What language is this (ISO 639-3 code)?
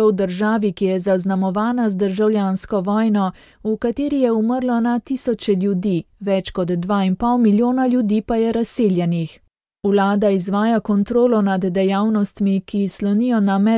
slv